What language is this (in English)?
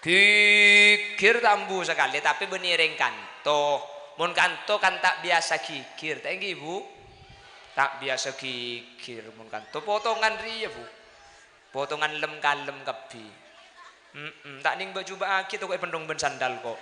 Madurese